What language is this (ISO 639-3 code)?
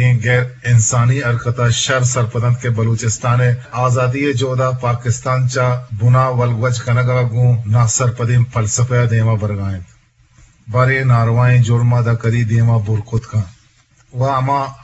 bgp